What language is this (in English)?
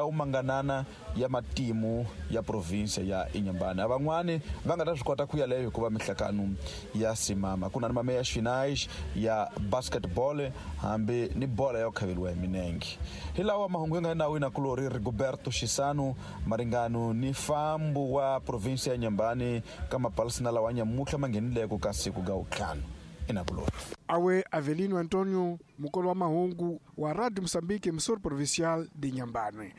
Tsonga